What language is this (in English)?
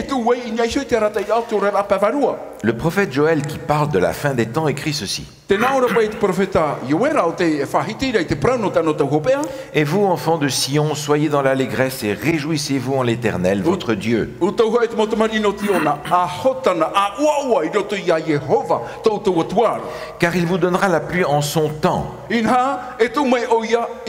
Tahitian